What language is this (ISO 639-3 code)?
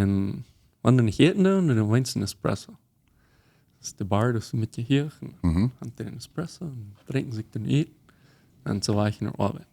pdt